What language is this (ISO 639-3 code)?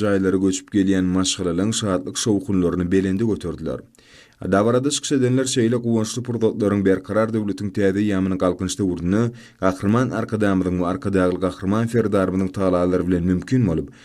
tuk